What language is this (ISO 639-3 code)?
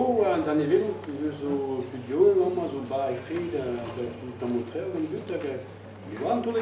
bre